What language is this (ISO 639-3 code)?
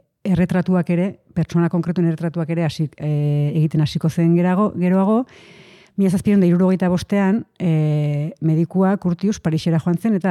eus